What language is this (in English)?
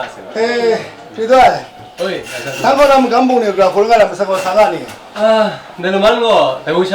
Kachin